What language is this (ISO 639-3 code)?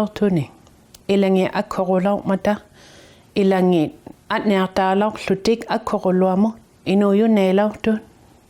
iku